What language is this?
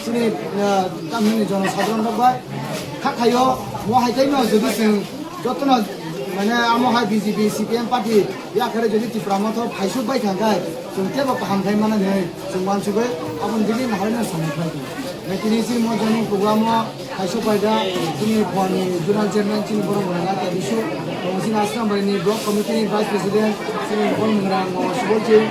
Kok Borok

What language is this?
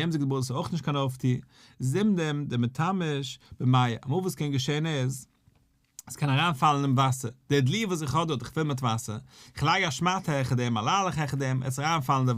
Yiddish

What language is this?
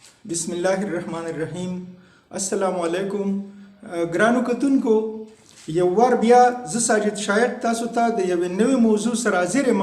Pashto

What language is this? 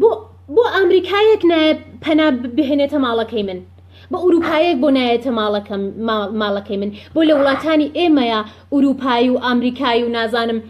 Central Kurdish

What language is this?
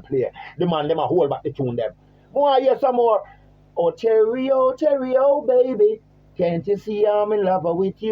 Jamaican Creole English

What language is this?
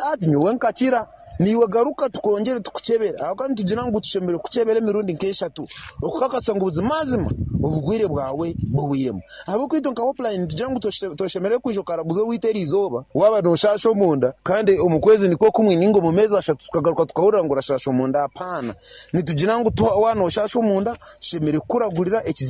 Nyankole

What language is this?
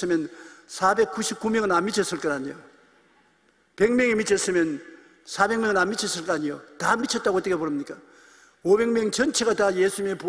Korean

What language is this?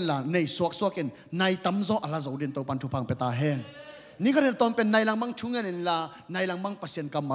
Tedim Chin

